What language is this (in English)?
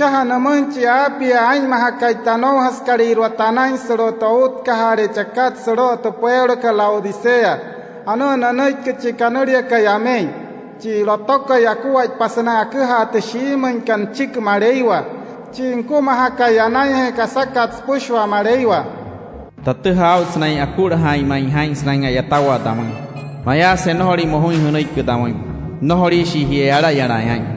Wayuu